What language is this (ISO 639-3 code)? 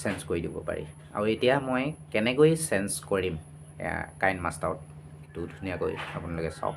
asm